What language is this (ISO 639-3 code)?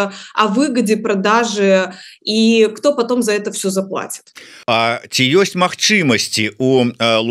bel